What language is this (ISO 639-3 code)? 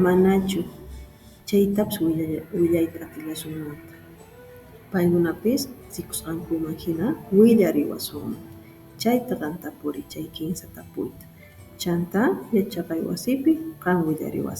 que